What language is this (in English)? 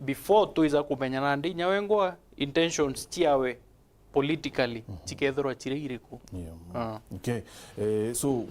Meru